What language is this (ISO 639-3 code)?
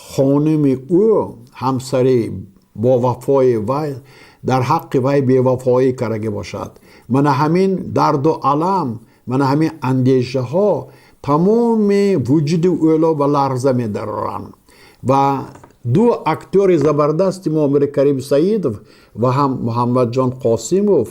tgk